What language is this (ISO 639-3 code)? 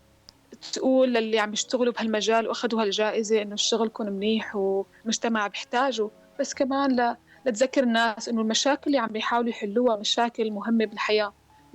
apc